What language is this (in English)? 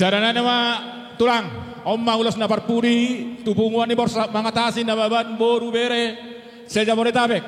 Batak Toba